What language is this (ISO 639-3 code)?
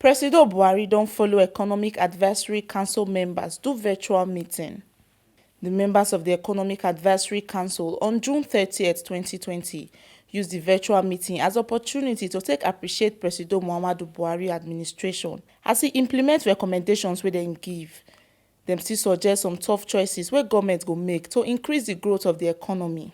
pcm